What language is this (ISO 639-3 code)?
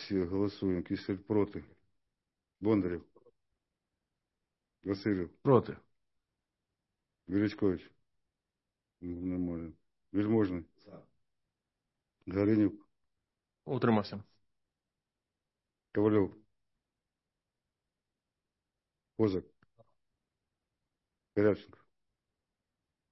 ukr